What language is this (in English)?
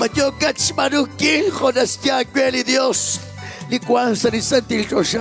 Kekchí